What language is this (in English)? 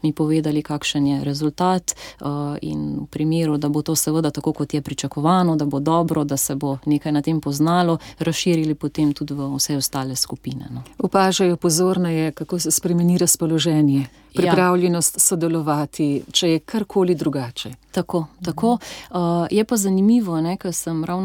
Slovenian